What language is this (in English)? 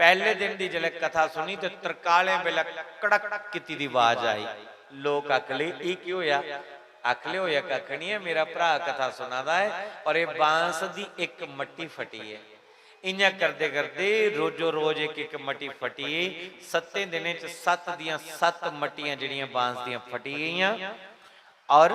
Dogri